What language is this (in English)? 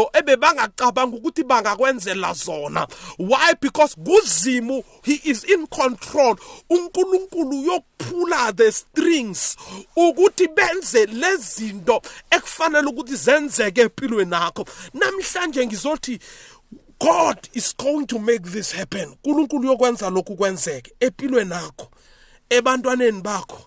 South Ndebele